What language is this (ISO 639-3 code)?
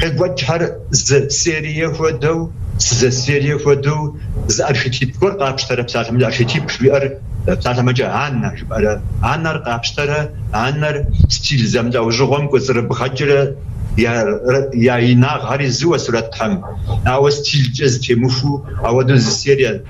kbd